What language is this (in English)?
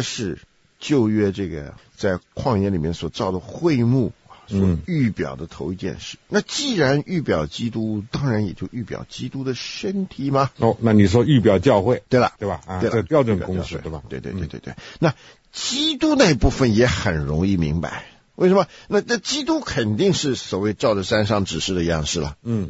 Chinese